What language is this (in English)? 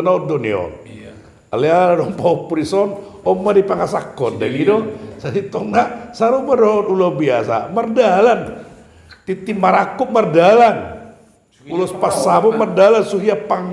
Batak Toba